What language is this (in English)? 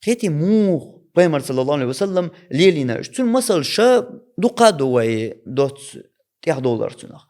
Chechen